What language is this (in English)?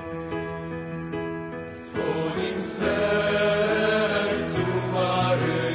Polish